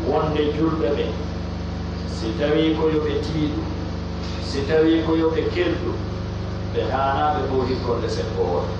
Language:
Pular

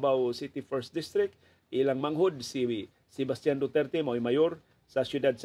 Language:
Cebuano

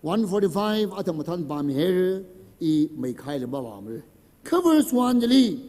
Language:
Tangkhul Naga (India)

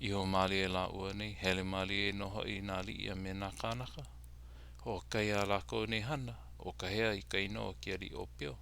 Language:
Hawaiian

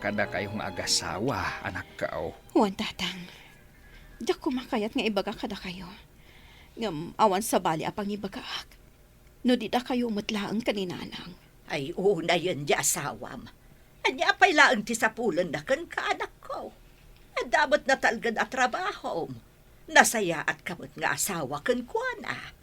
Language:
Iloko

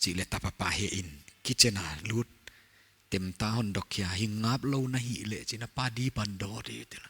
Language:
Paite Chin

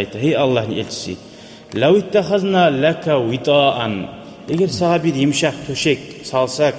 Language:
Kumyk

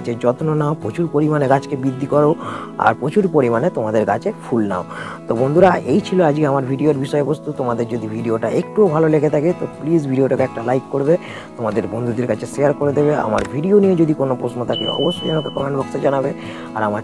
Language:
Bangla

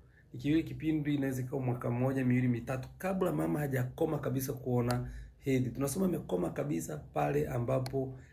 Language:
Swahili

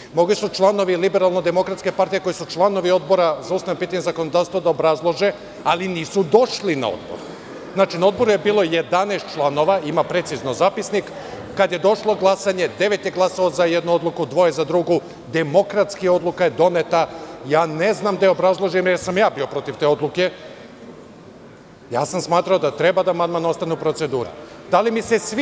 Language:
Serbian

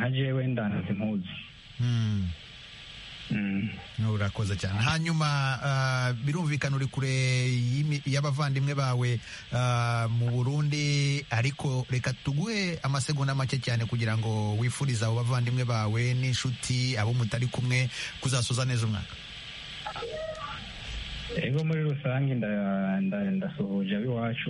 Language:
Kinyarwanda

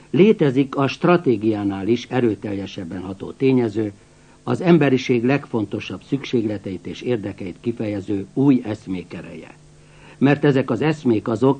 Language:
Hungarian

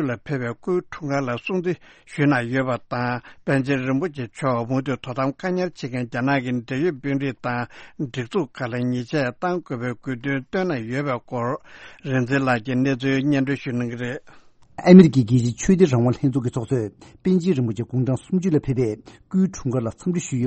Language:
Tibetan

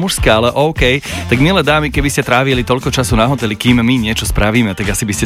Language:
Slovak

